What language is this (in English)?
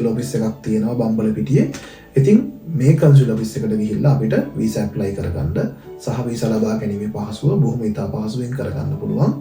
Sinhala